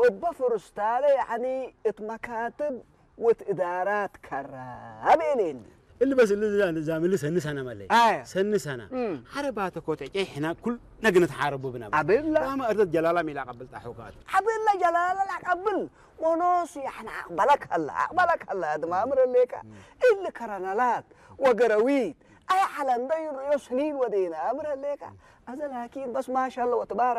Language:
Tigrinya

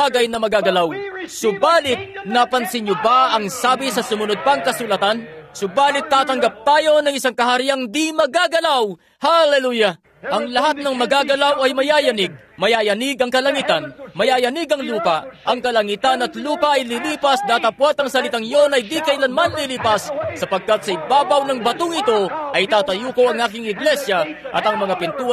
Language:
Filipino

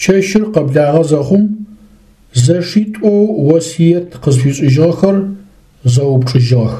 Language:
Adyghe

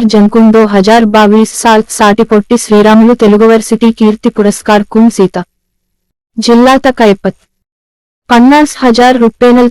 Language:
Gondi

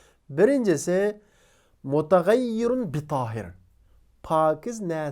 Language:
Uyghur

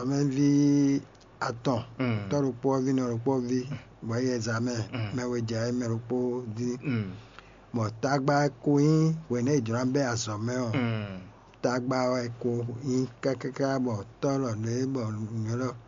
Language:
Fon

